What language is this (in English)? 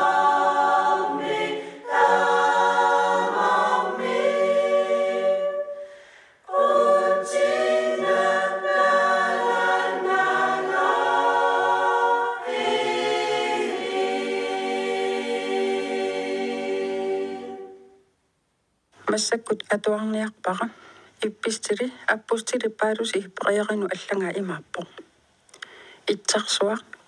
Kalaallisut